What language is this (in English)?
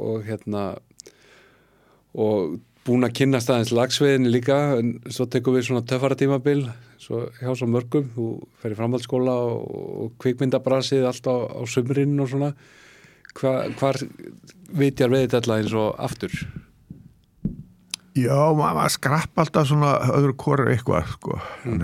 Icelandic